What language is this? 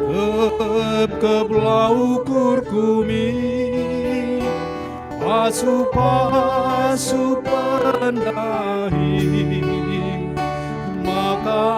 Batak Karo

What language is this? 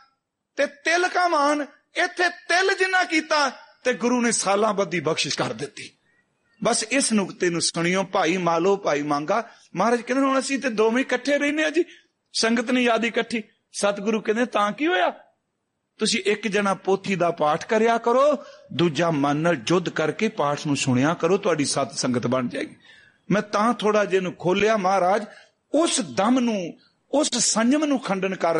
Punjabi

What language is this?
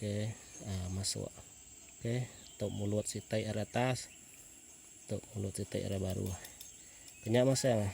Iban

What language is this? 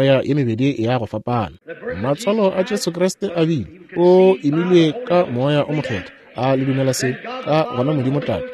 Northern Sotho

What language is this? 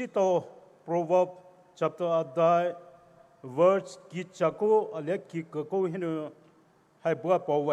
Poumei Naga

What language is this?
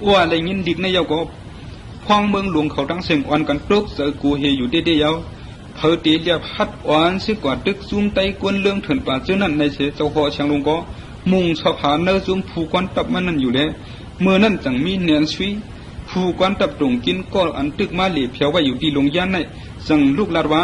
Shan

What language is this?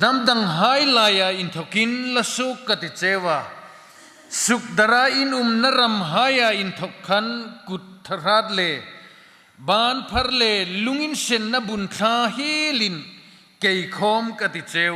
Hmar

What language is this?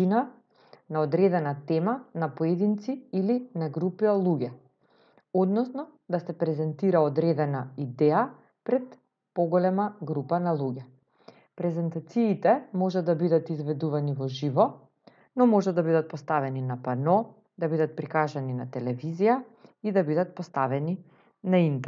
Macedonian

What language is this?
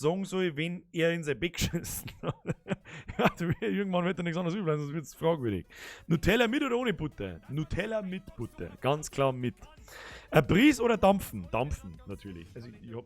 Bavarian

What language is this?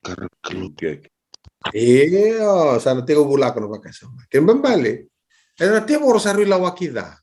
Fijian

